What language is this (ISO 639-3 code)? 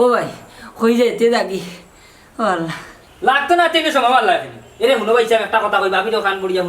syl